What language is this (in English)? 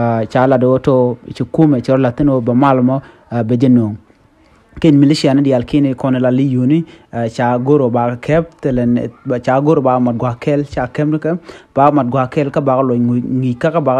Nuer